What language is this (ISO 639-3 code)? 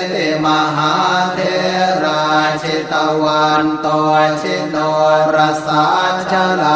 pli